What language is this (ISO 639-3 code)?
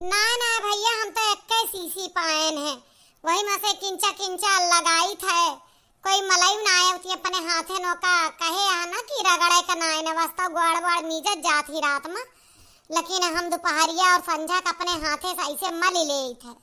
awa